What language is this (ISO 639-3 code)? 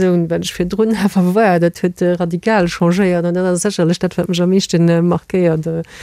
ltz